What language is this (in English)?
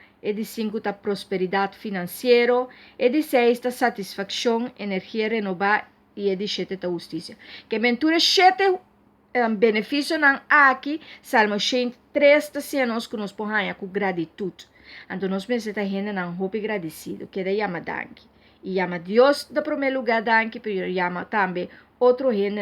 Papiamento